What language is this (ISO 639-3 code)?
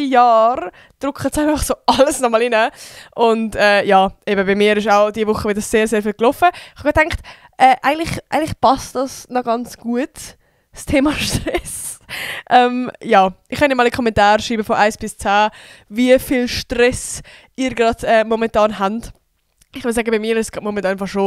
gsw